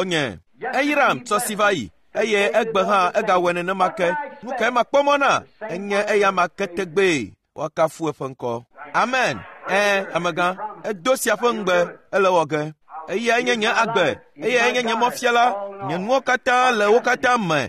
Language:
Ewe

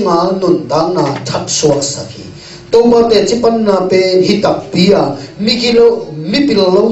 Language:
Tedim Chin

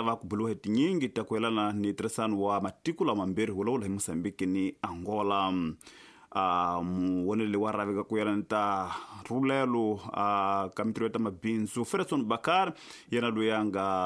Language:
Tsonga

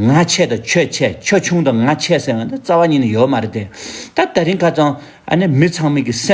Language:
Tibetan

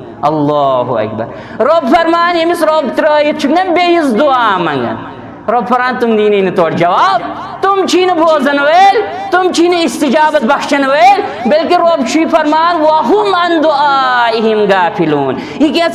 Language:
Kashmiri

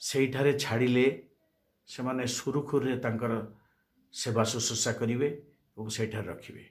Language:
Odia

